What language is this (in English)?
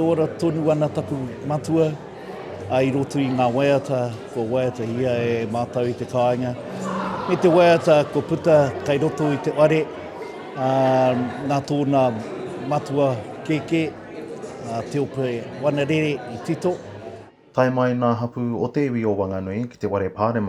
Māori